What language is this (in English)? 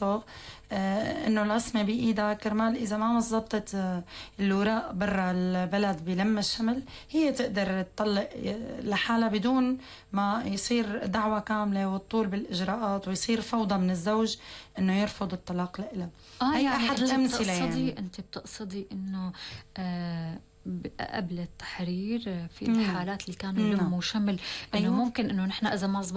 North Levantine Arabic